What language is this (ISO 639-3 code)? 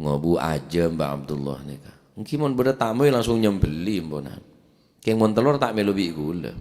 mad